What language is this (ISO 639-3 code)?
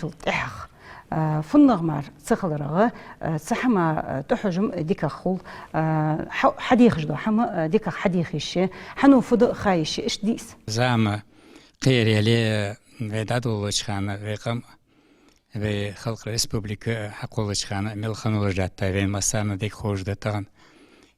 inh